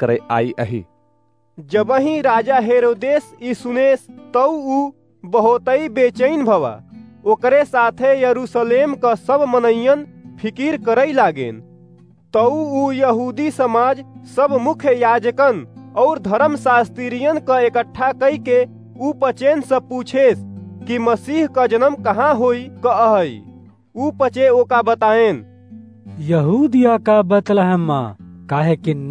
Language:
Awadhi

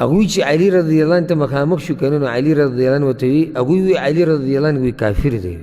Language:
Pashto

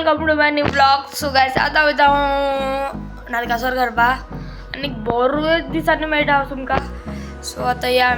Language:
Konkani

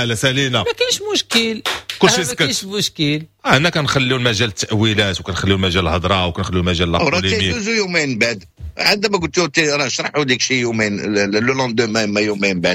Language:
Moroccan Arabic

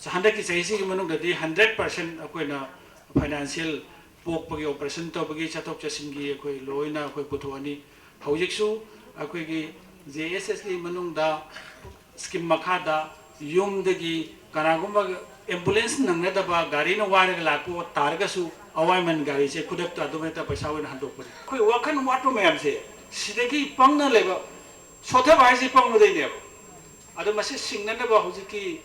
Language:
Manipuri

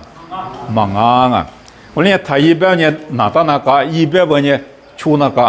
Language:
Lisu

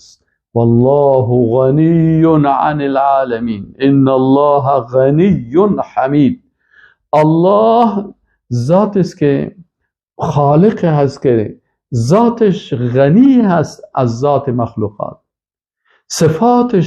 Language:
Persian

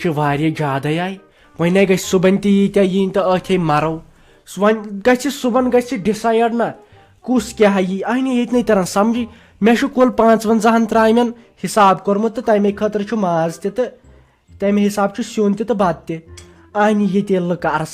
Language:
Kashmiri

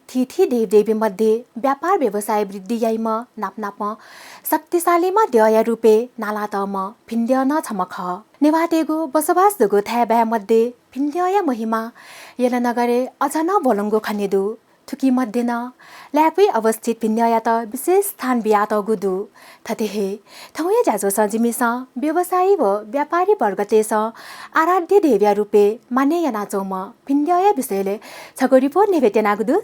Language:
Newari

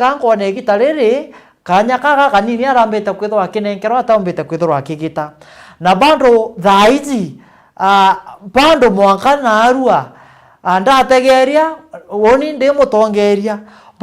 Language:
Meru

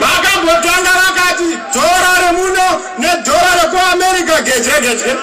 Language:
Shona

